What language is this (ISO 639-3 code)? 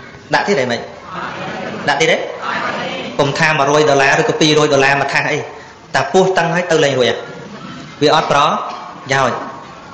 khm